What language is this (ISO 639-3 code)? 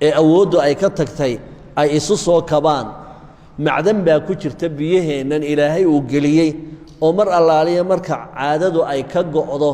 som